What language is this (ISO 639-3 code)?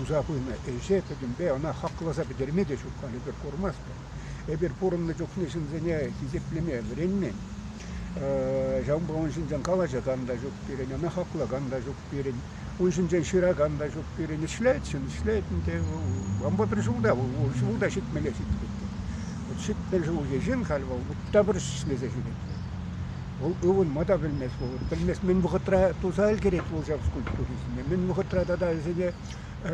chv